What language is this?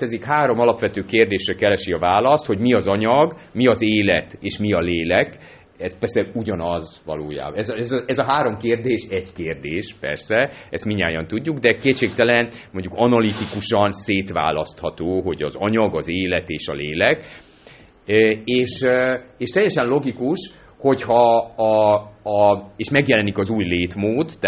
Hungarian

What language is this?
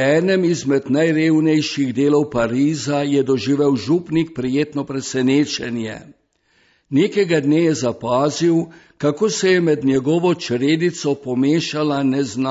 Slovenian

